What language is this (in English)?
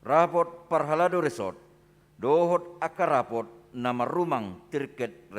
Batak Toba